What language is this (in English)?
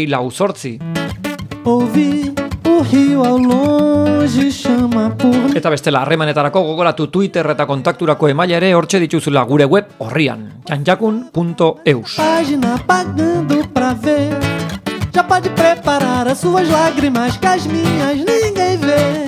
Basque